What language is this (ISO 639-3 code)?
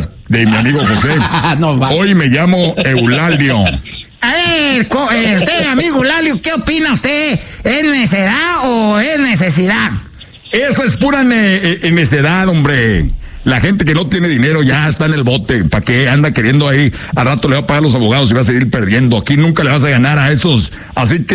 spa